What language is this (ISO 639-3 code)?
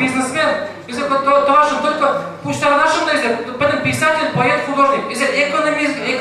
chv